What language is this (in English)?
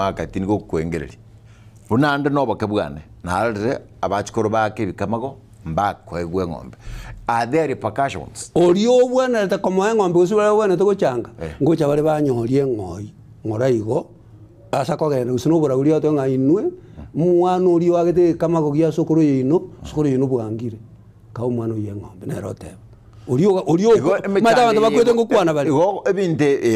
Gusii